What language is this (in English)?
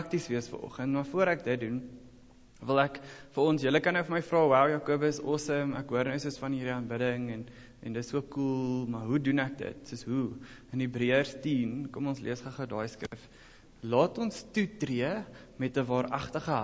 Afrikaans